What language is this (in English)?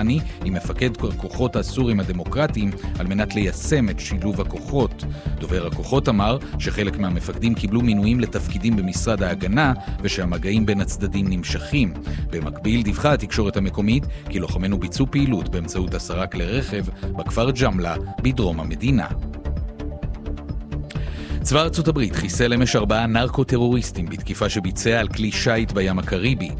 Hebrew